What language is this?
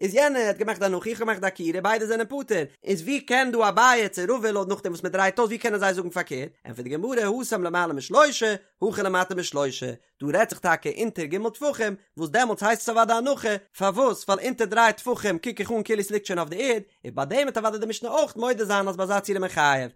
Yiddish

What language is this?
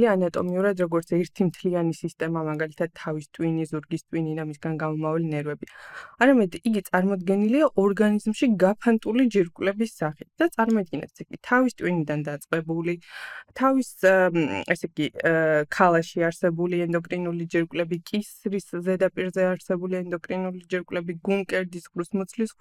Georgian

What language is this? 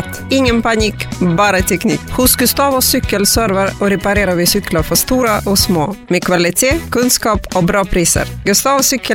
Swedish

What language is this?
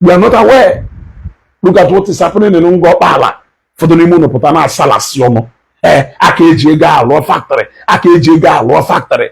Igbo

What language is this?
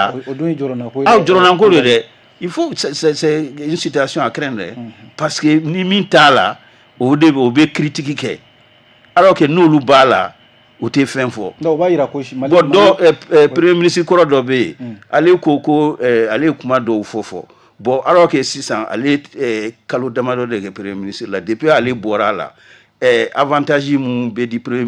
Bambara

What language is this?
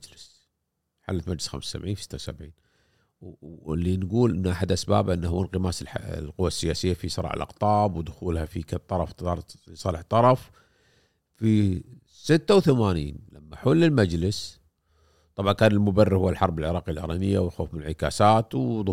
Gulf Arabic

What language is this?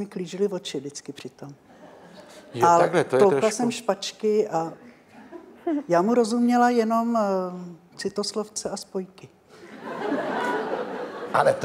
Czech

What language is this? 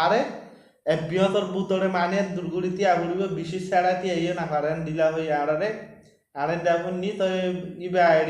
Rohingya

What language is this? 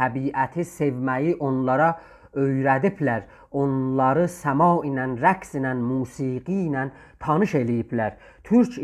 South Azerbaijani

